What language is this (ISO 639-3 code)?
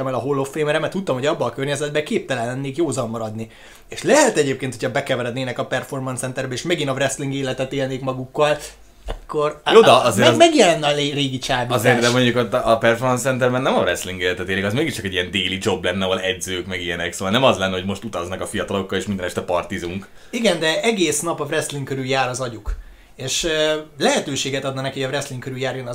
hun